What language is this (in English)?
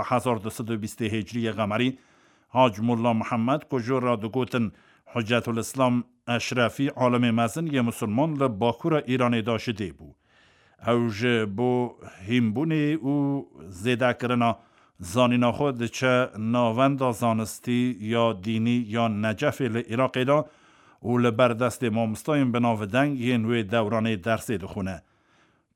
Kurdish